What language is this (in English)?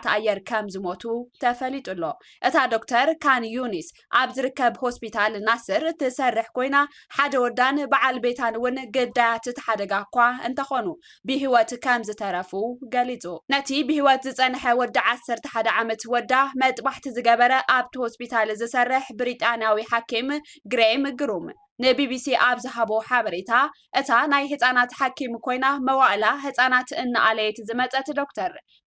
Tigrinya